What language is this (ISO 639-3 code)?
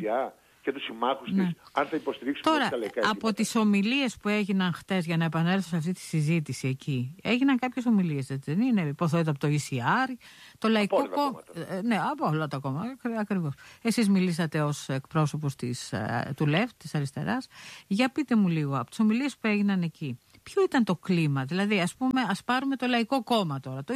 ell